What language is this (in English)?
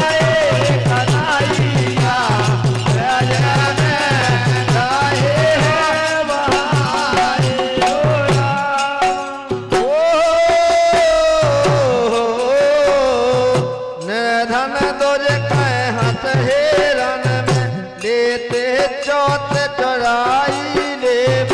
Bundeli